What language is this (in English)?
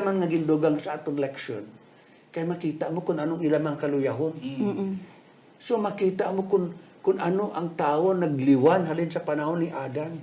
Hiligaynon